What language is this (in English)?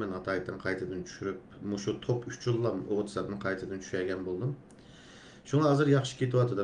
Uyghur